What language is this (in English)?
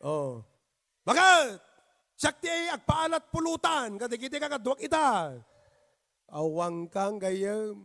Iloko